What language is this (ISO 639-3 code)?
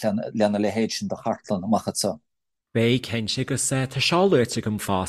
gle